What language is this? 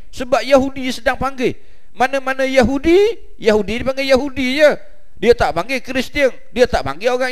Malay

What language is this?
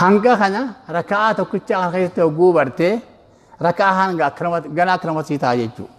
Oromo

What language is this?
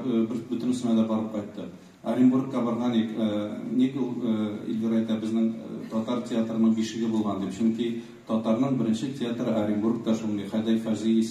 Tatar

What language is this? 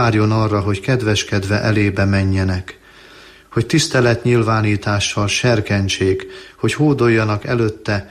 Hungarian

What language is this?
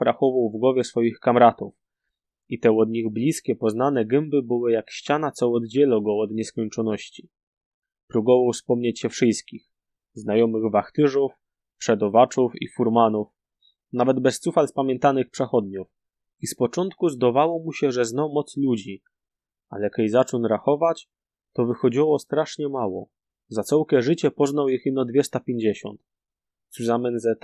Silesian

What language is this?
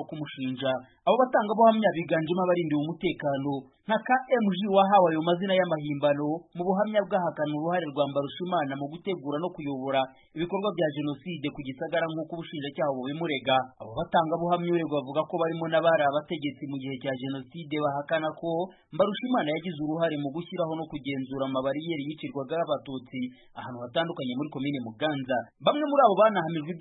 Kinyarwanda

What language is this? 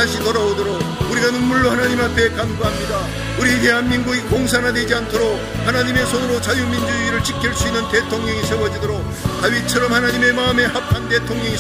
Korean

